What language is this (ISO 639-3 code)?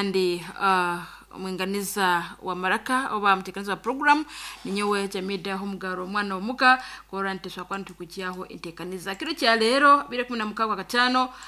nyn